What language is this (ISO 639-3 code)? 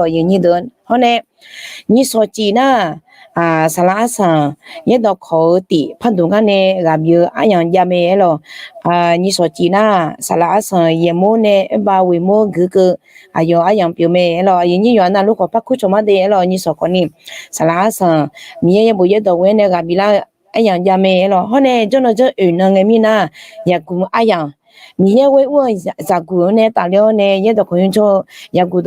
ahk